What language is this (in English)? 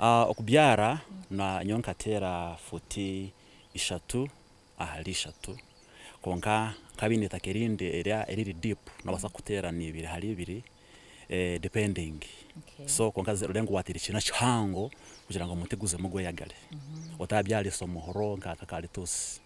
Nyankole